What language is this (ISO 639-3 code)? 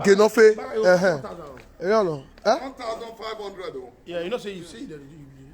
pcm